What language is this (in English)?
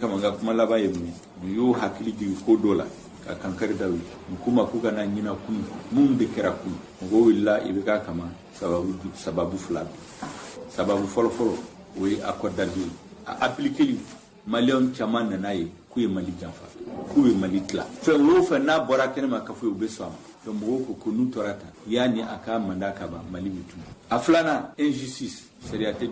Bambara